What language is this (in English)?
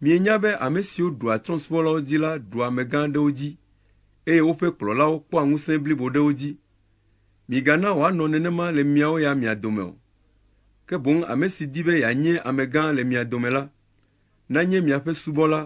Ewe